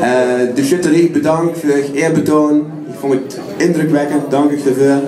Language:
Limburgish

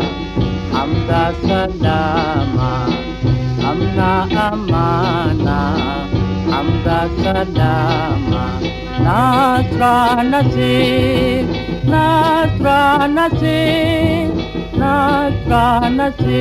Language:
Divehi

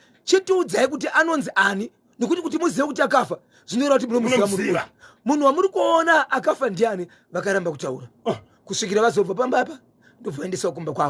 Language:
Shona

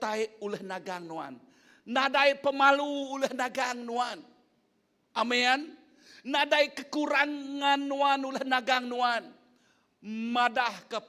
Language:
Iban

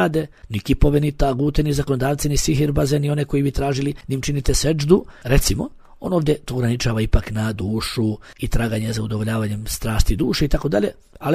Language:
Bosnian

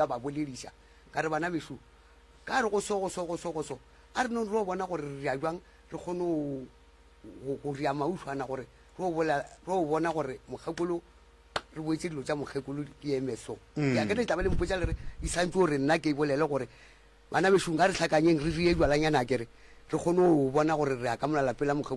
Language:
Northern Sotho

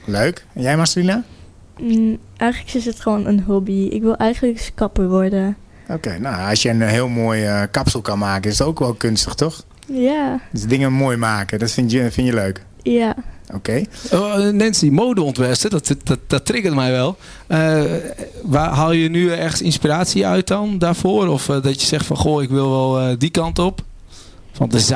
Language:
Dutch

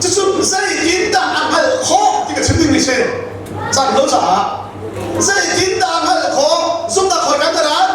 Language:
Hakha Chin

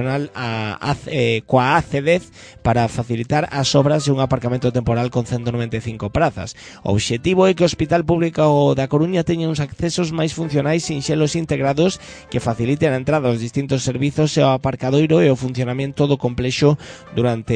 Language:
Galician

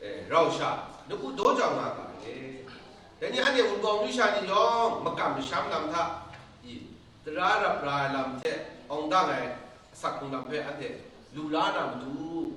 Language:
Kachin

